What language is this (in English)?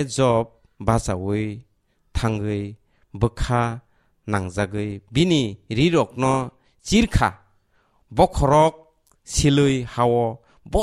Kok Borok